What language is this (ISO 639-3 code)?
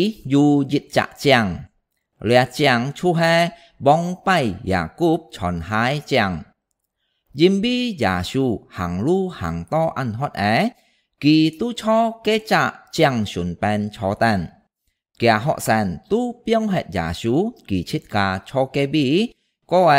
hak